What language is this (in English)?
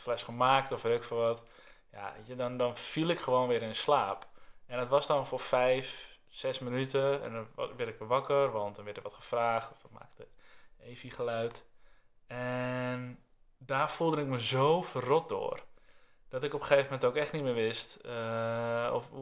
Dutch